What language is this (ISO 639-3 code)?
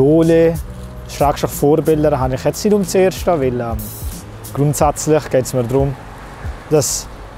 gsw